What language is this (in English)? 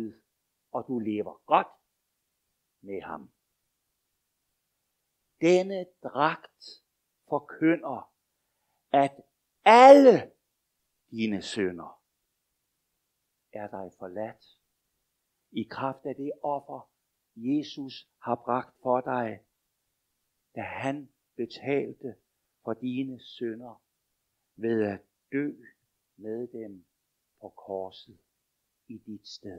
Danish